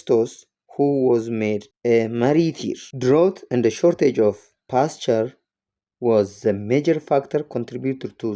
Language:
English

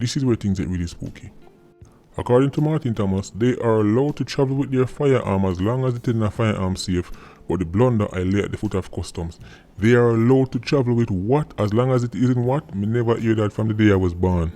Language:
Jamaican Creole English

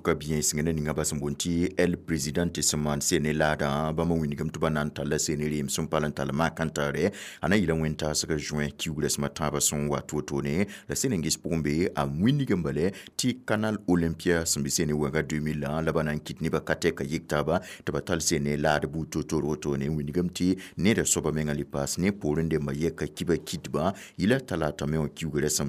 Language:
Mossi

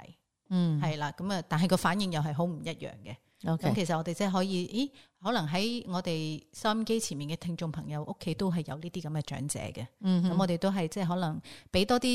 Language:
Cantonese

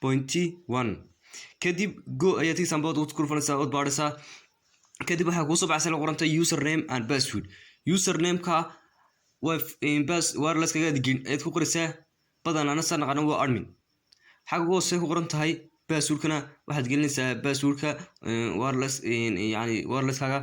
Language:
Somali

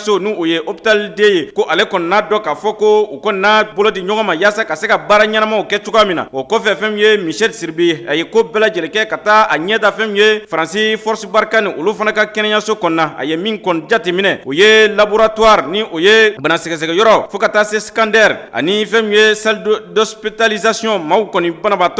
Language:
Bambara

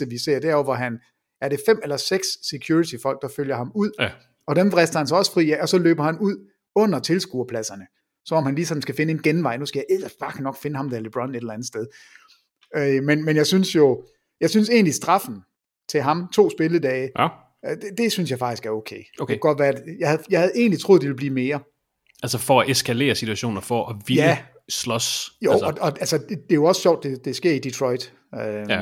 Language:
Danish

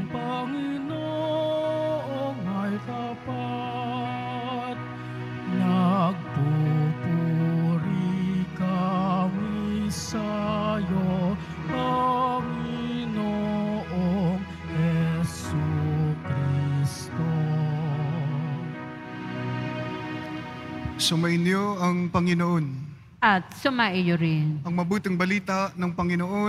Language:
Filipino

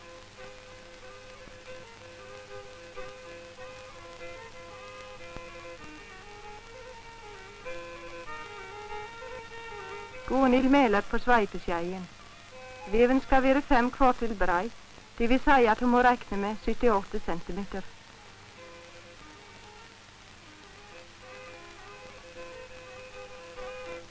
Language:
Norwegian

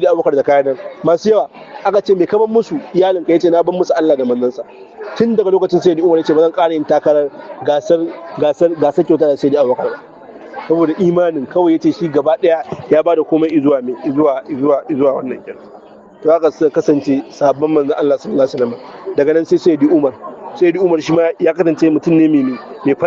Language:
Hausa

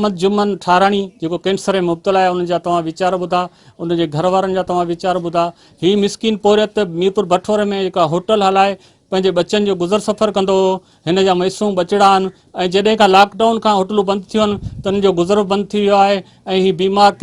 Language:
Sindhi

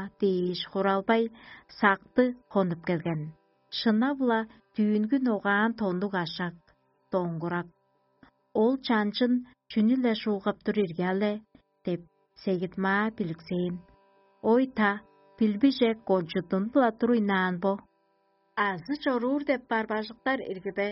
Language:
Tuvinian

